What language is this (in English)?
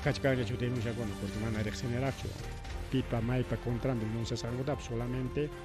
Ayacucho Quechua